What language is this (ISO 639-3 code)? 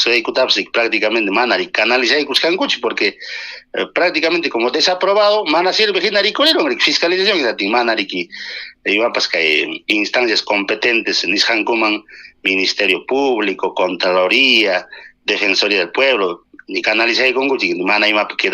quy